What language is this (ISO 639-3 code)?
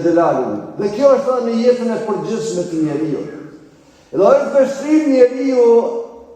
sqi